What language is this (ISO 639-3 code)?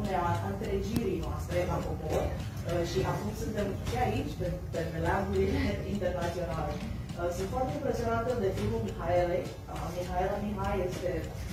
ron